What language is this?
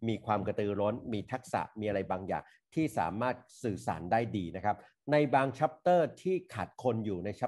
Thai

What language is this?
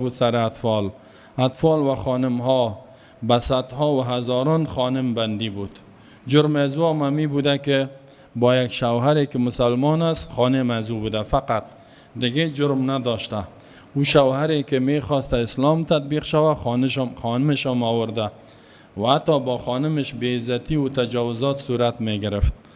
Persian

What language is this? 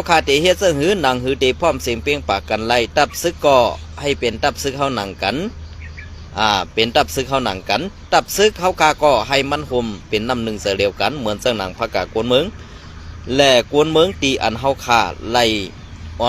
Shan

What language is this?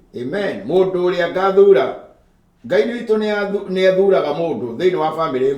Kikuyu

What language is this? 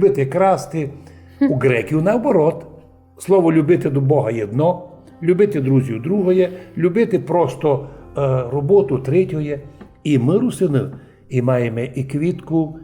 Rusyn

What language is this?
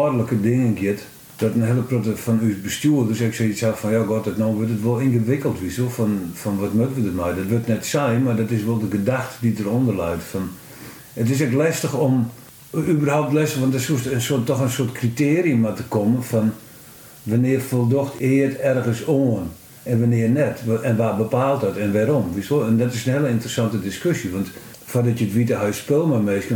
Western Frisian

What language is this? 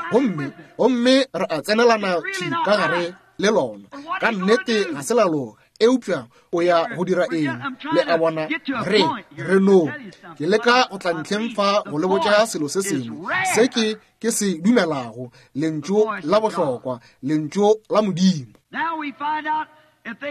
Northern Sotho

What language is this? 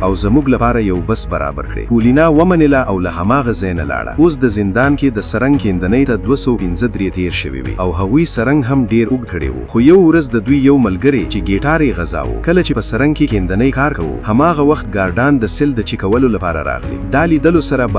Pashto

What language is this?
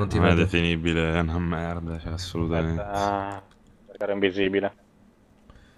Italian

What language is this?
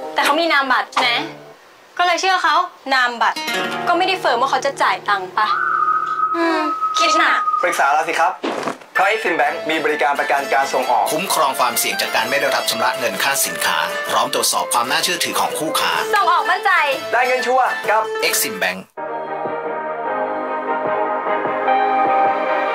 Thai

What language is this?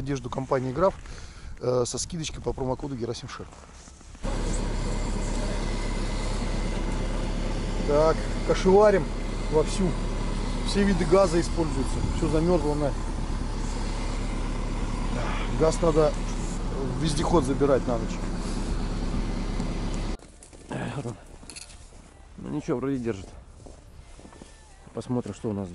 Russian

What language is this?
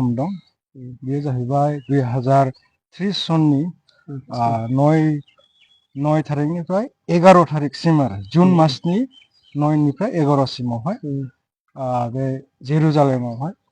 Bodo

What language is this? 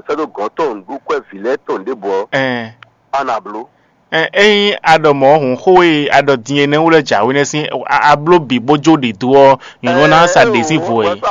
Fon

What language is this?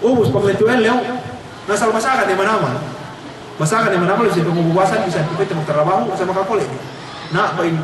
Yakan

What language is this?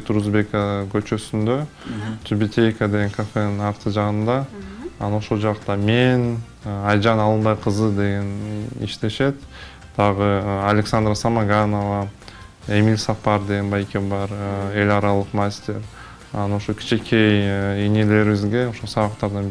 Kyrgyz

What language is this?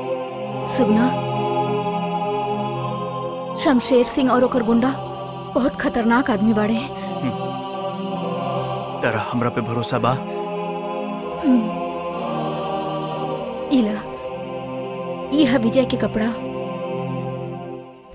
Bhojpuri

